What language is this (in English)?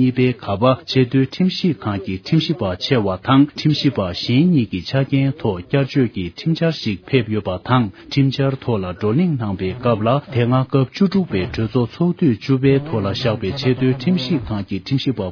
Tibetan